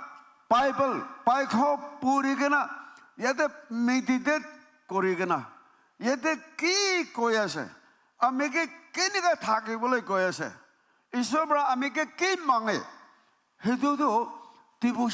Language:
Naga Pidgin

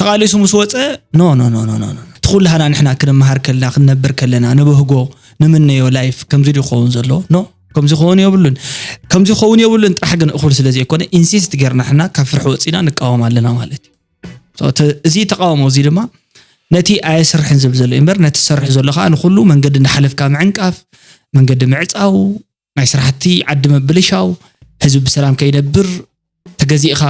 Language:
Tigrinya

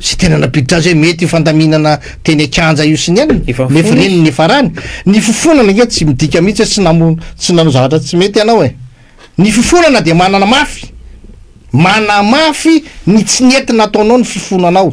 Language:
Malagasy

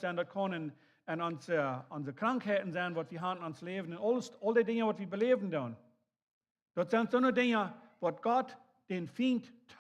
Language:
Plautdietsch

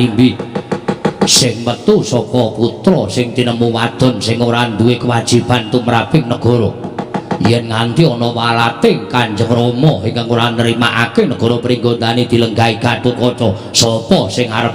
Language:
Javanese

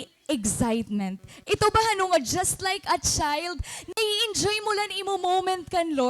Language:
Waray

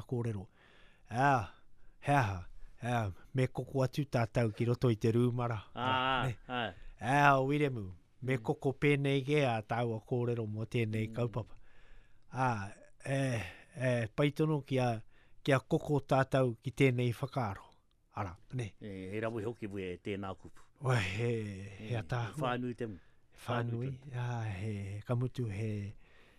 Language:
Latvian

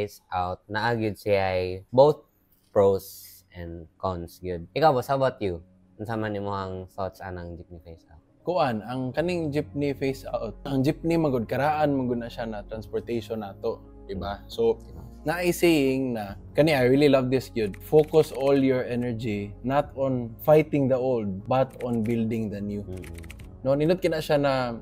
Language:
Cebuano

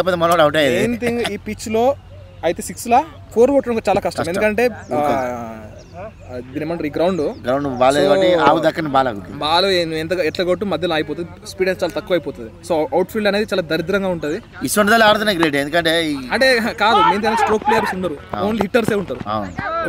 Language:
Telugu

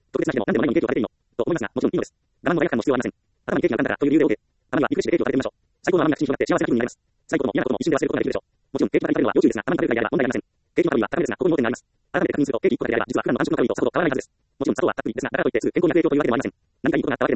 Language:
Japanese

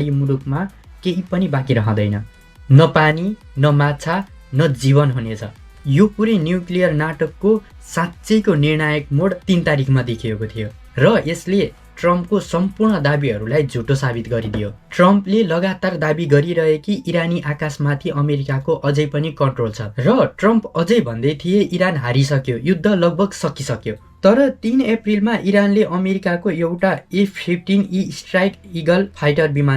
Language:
Nepali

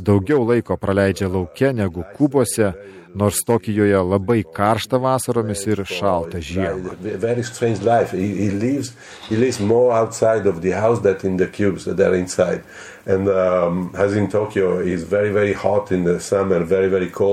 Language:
Lithuanian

